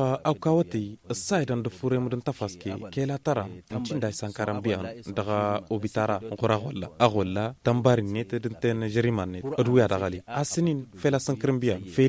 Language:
Tamasheq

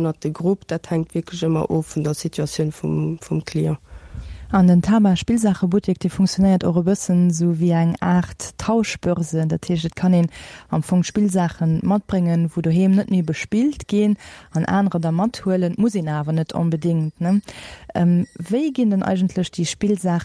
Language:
Luxembourgish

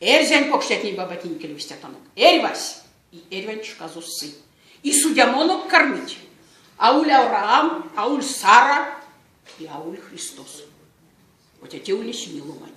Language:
Erzya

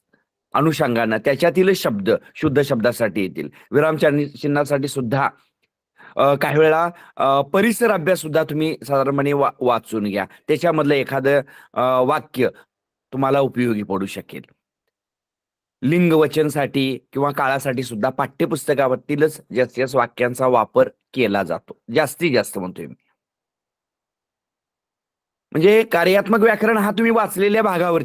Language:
Marathi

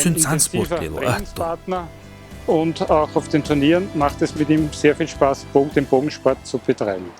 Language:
Chechen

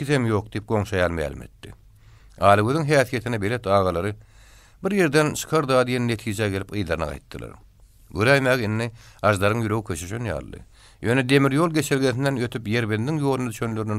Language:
Turkmen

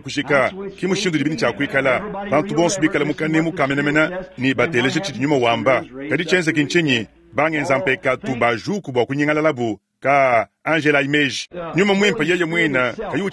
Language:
Luba-Lulua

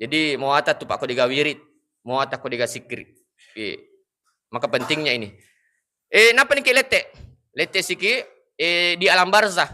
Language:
Buginese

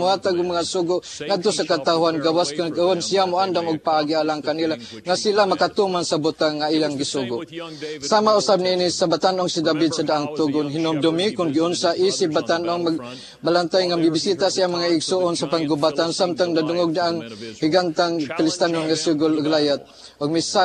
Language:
Cebuano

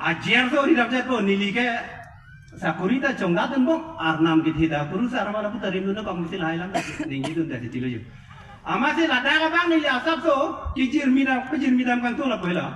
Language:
Karbi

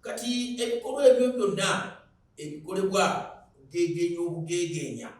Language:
Ganda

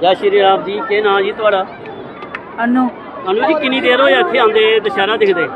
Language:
Dogri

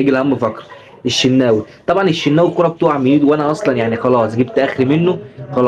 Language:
Egyptian Arabic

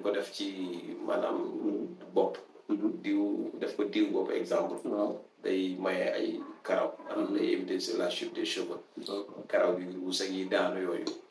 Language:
Wolof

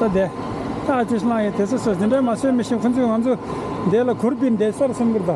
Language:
Tibetan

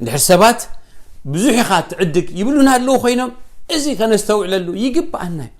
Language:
Tigrinya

